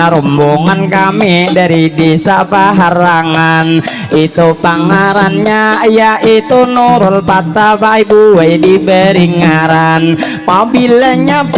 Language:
Banjar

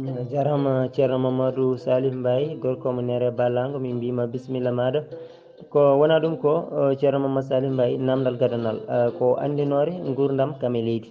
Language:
Fula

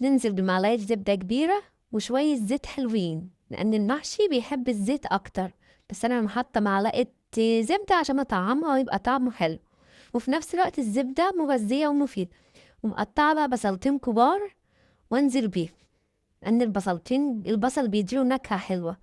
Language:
Egyptian Arabic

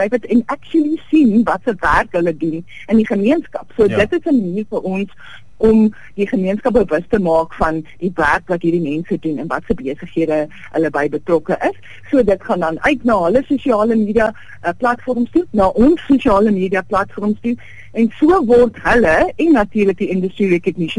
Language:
Afrikaans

